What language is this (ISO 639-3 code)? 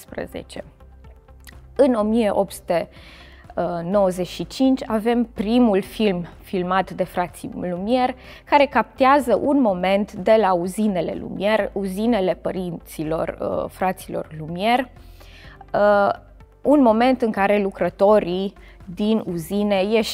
ron